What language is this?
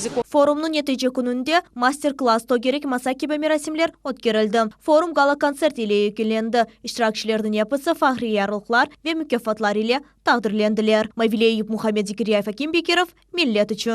Crimean Tatar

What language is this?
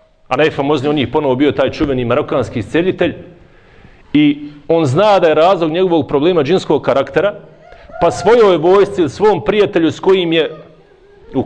Bosnian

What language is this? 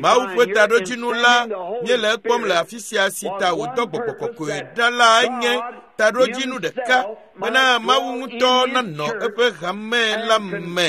Ewe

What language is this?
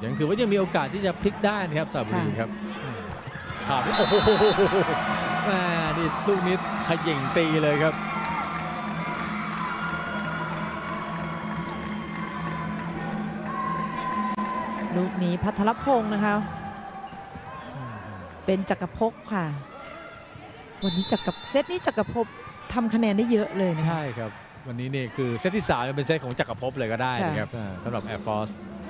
Thai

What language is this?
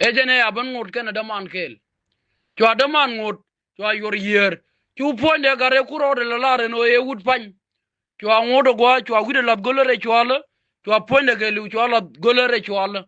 Nuer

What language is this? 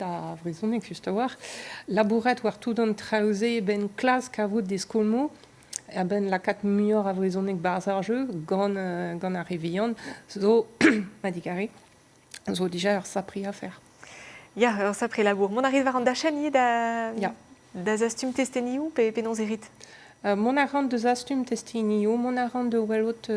Breton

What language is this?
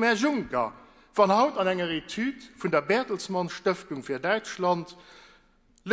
Luxembourgish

